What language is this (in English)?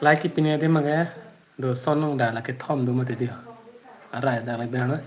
Karbi